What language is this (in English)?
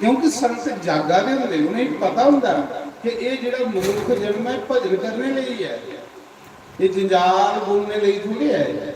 Dogri